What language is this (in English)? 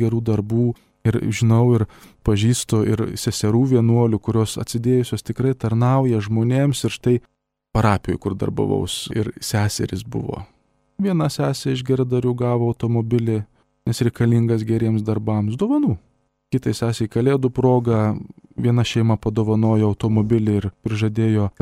Lithuanian